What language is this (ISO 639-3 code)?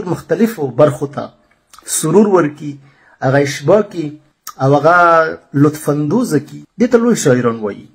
pus